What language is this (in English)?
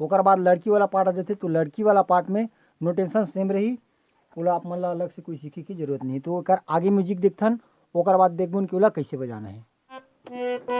Chhattisgarhi